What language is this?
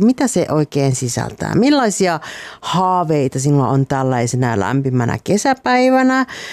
Finnish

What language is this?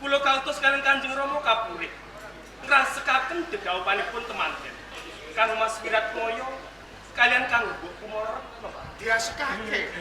Javanese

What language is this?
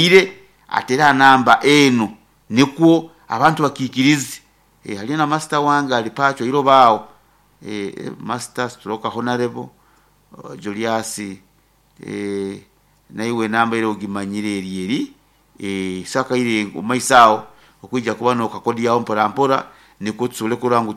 Nyoro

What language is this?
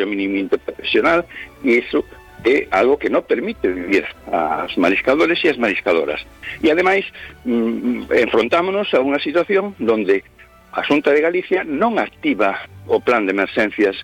Galician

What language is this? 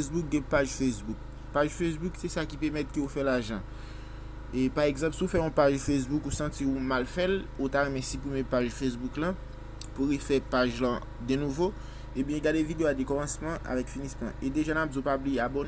Haitian Creole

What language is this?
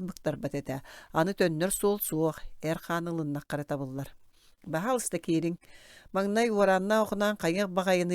Yakut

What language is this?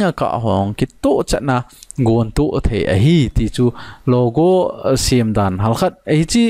Thado Chin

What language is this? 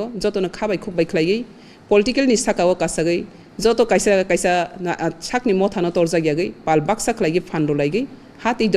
Kok Borok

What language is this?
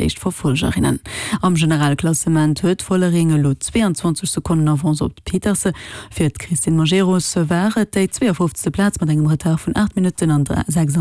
Luxembourgish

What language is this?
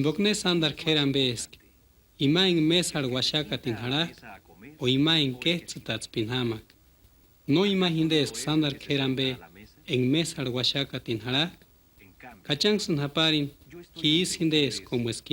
Purepecha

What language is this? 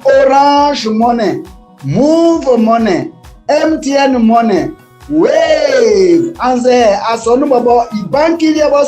Baoulé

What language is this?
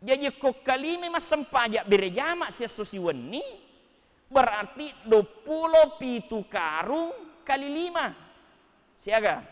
Buginese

